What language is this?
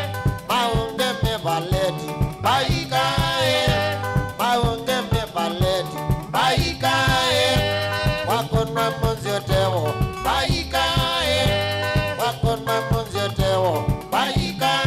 Kamba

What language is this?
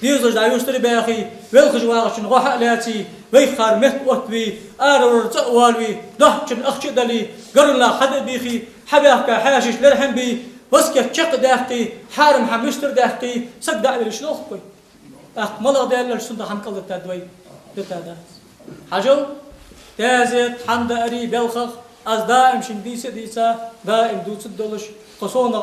Ingush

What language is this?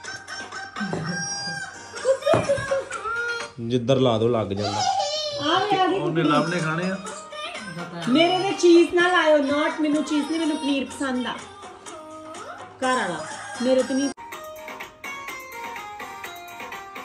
Punjabi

